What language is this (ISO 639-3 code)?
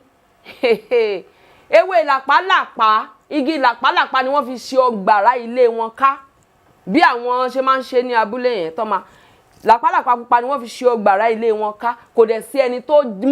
yor